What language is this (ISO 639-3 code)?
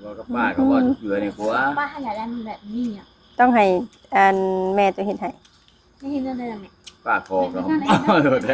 tts